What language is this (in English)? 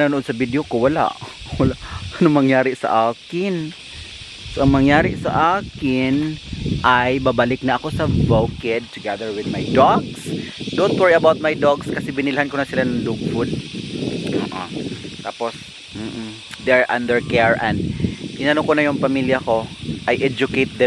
Filipino